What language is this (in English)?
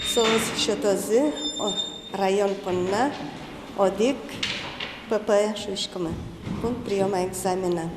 Udmurt